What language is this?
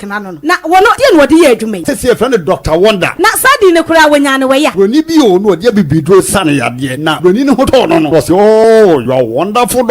Akan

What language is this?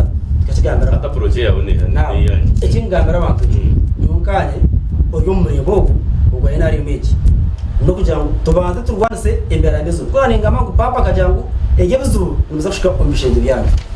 Nyankole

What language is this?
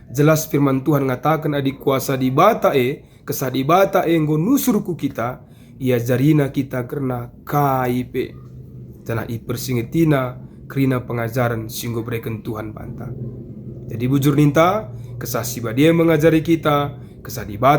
Batak Karo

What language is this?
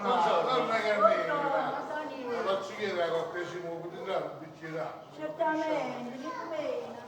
Neapolitan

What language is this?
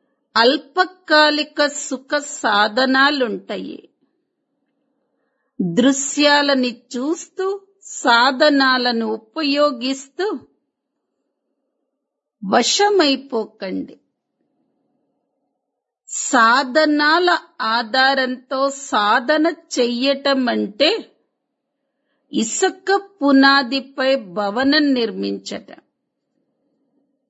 Telugu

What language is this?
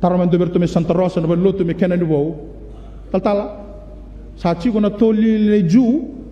Fijian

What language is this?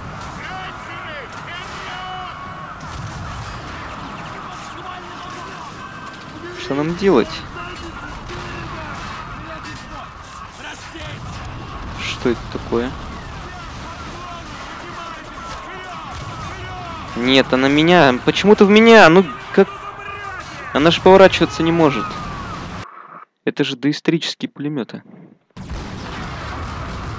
Russian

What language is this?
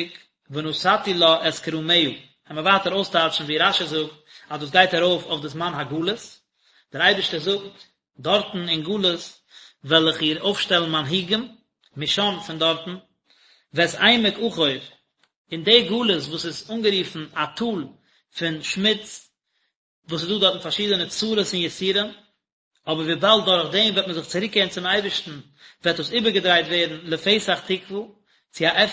Yiddish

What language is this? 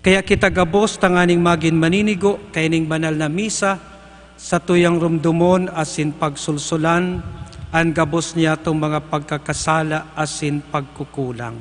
Bikol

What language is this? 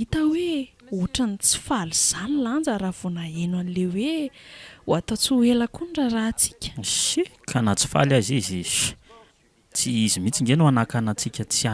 Malagasy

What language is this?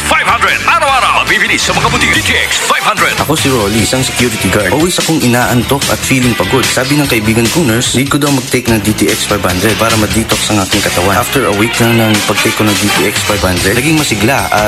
Filipino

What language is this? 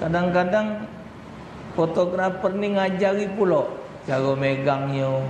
Musi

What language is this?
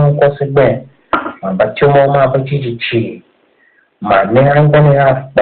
Tiv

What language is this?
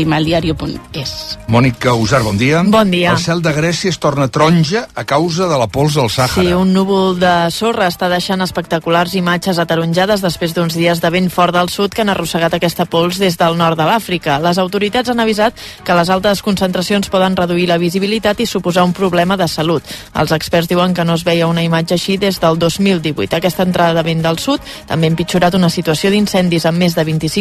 Catalan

